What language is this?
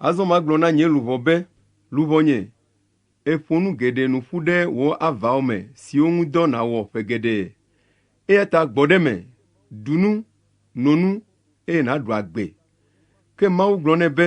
Ewe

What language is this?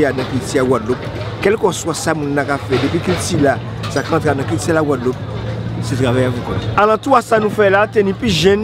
Guadeloupean Creole French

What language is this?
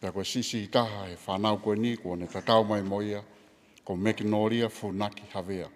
Tongan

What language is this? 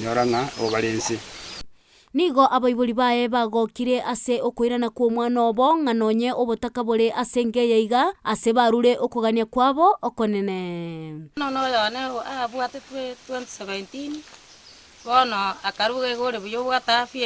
Gusii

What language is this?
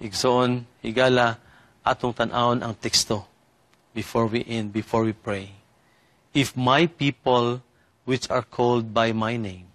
Cebuano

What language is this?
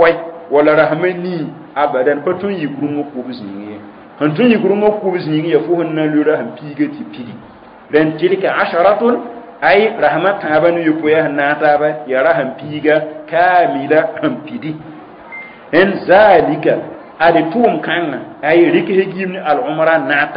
Mossi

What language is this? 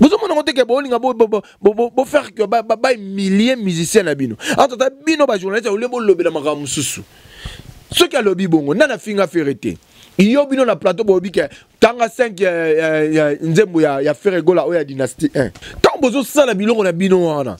Lingala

